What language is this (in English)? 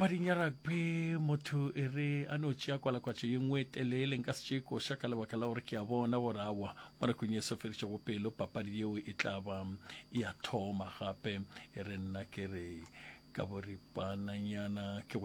Northern Sotho